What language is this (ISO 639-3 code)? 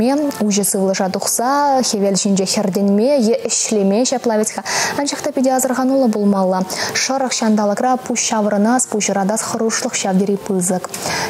chv